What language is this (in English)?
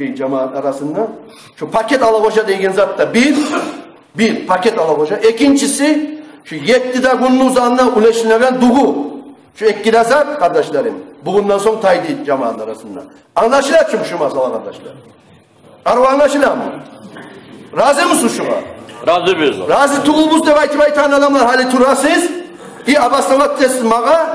Kumyk